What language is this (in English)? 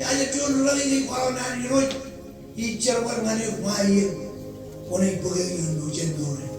Marshallese